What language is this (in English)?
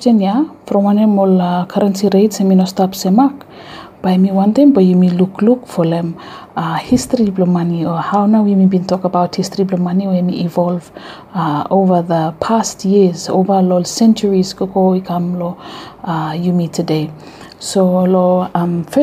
Bislama